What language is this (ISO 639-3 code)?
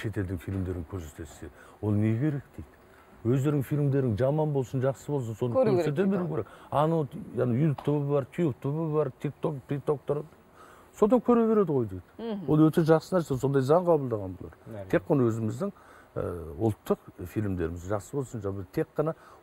kaz